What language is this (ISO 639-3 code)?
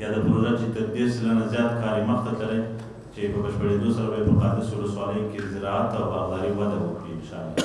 pus